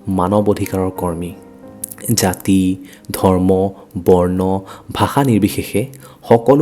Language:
Assamese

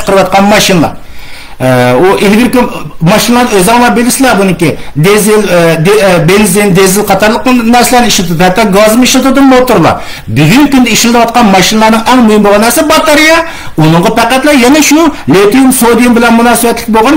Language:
Uyghur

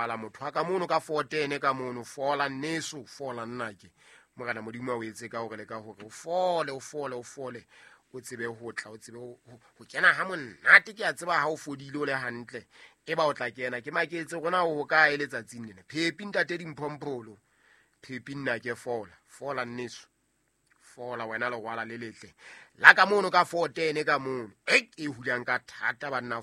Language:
Southern Sotho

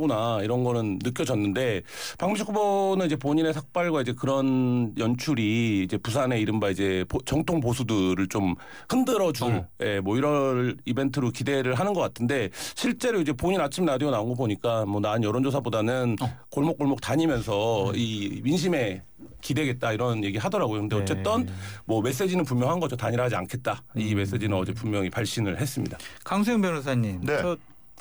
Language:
Korean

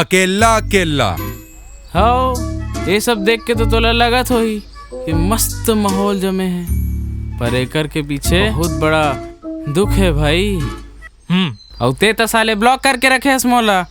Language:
Chhattisgarhi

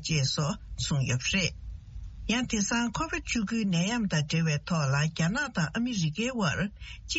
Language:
Tibetan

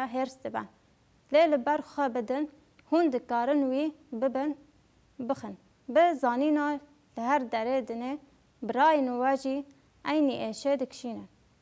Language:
Kurdish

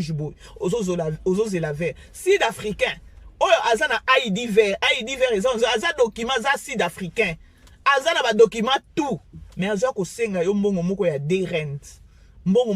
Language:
Lingala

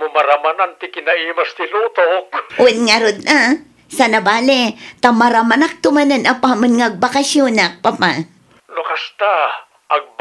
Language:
Iloko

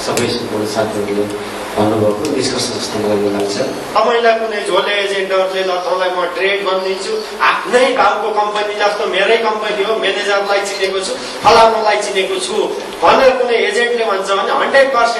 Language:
Nepali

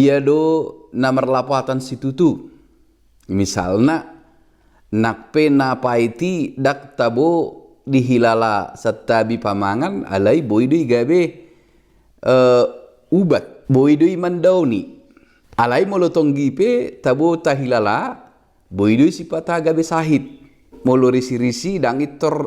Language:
Batak Toba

